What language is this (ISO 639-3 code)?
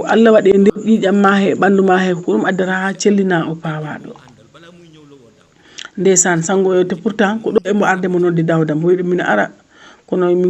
ful